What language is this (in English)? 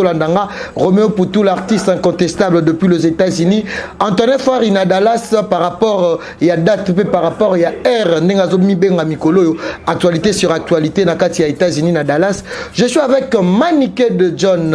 Lingala